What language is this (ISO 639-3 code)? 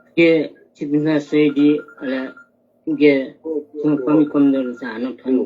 new